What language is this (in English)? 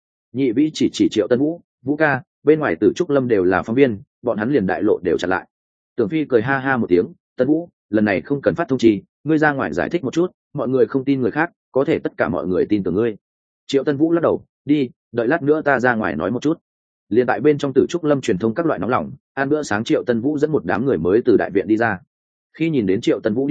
Vietnamese